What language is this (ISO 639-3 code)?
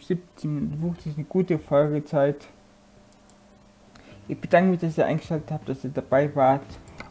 deu